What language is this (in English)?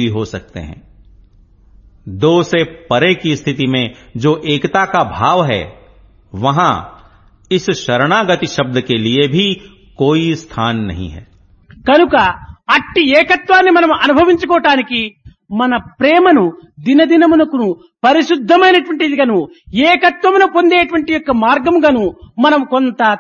Hindi